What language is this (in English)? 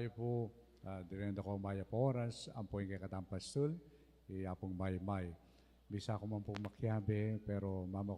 Pampanga